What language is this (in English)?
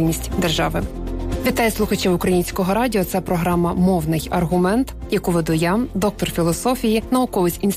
Ukrainian